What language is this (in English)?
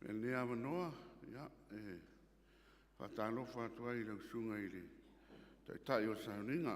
Samoan